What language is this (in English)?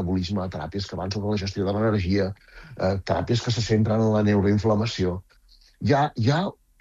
Catalan